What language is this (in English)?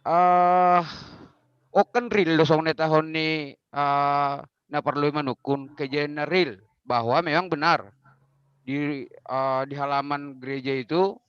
Batak Simalungun